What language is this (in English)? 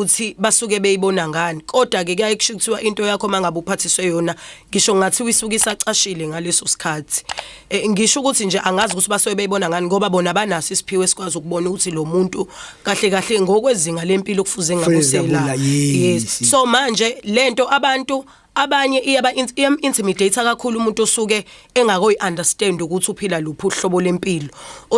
Zulu